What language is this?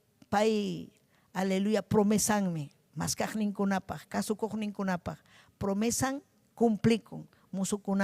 Ayacucho Quechua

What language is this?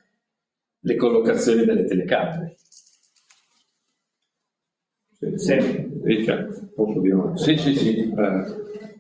Italian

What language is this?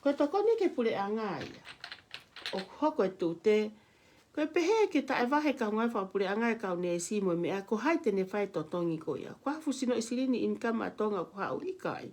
Tongan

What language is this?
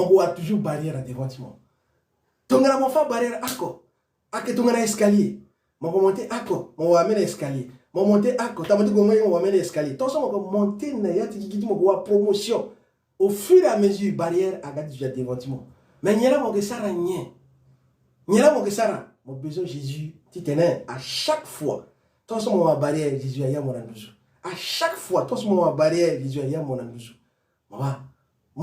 Sango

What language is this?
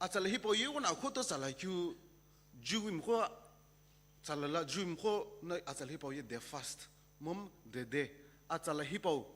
Sumi Naga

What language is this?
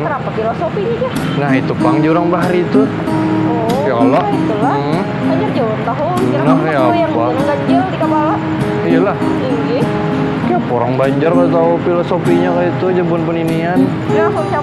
Banjar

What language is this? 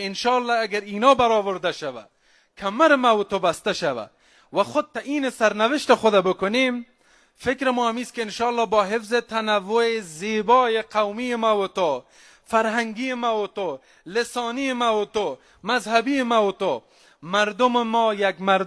Persian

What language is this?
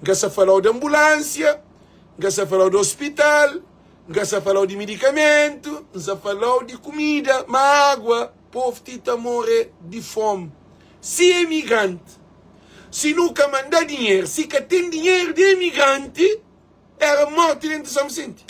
Kabuverdianu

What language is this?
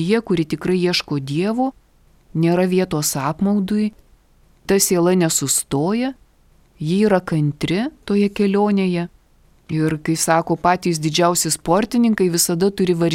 Lithuanian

